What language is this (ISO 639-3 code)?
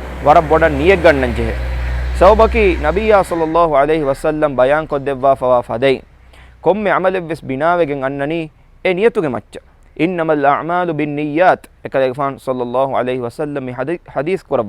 div